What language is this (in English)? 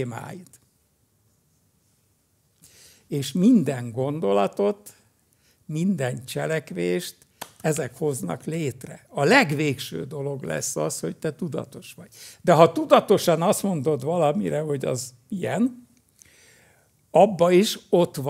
Hungarian